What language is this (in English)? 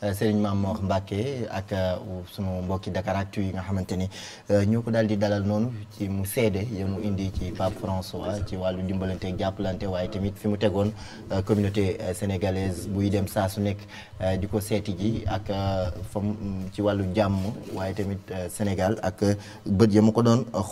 Wolof